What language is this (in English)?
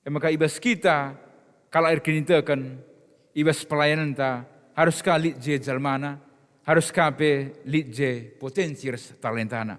Batak Karo